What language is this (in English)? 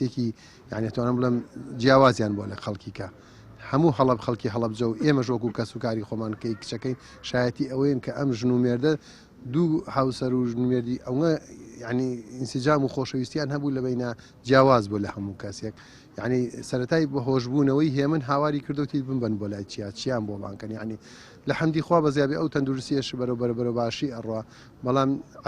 Central Kurdish